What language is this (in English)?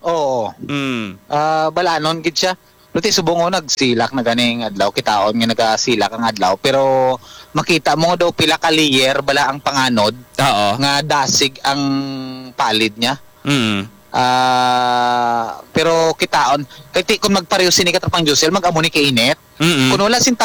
Hiligaynon